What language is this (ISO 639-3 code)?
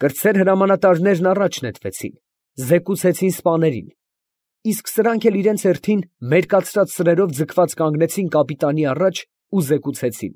hye